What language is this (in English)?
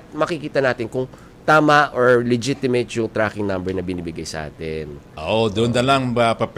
Filipino